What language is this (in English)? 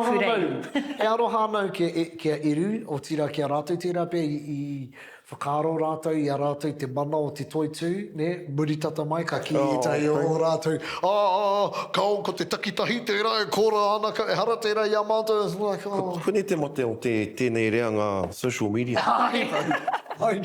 Māori